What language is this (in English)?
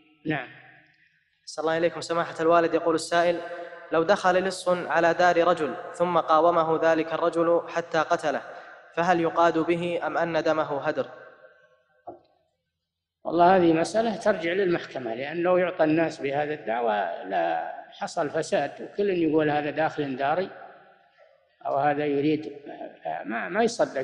Arabic